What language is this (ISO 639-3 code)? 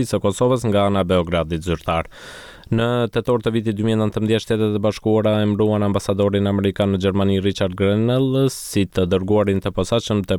sqi